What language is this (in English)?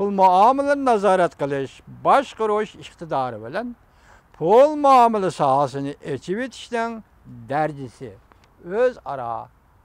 Uyghur